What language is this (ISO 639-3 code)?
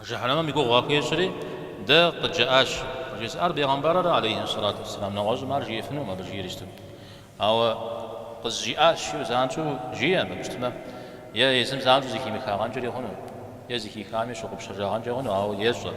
kbd